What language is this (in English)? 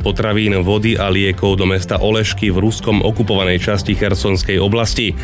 Slovak